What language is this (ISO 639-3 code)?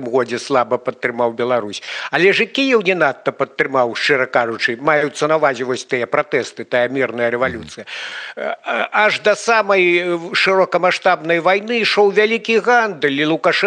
bel